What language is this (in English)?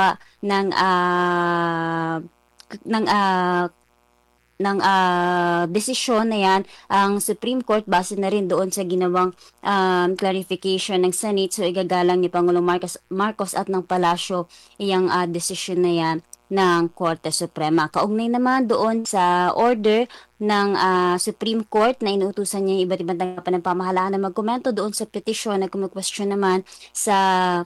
Filipino